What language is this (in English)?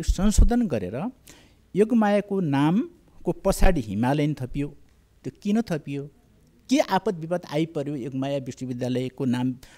Nepali